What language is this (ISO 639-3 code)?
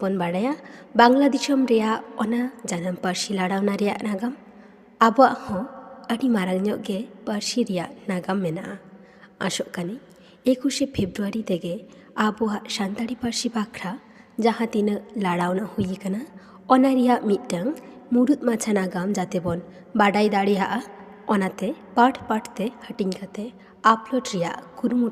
sat